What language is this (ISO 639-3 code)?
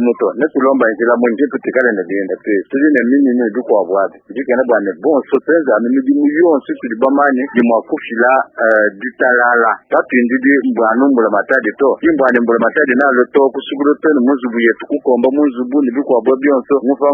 lua